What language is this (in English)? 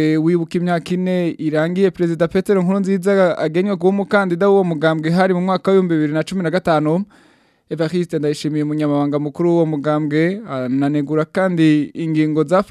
Rundi